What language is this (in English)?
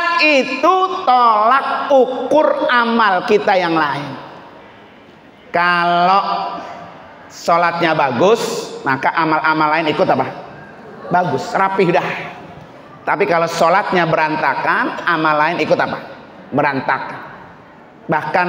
Indonesian